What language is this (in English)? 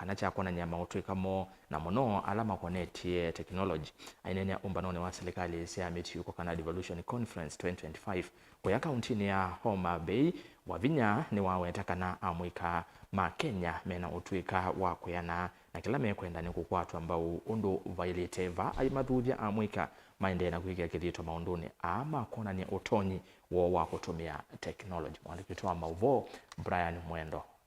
Kamba